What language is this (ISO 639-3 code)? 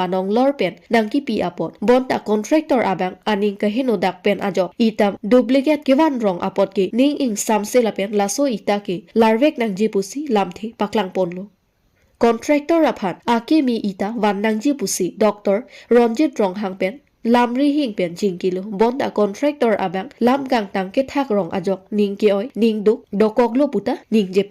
mjw